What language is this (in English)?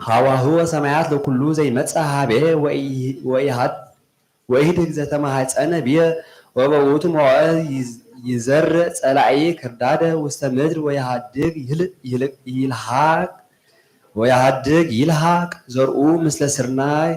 Geez